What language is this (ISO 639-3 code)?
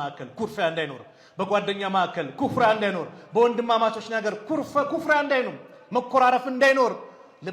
amh